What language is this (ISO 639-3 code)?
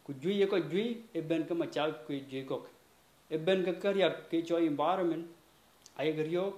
din